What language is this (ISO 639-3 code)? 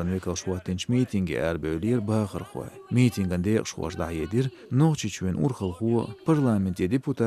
che